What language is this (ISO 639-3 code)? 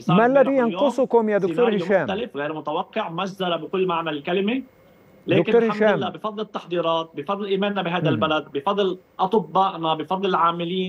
ara